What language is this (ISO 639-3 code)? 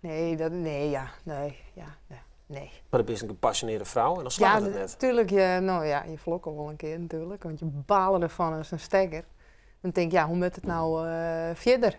fry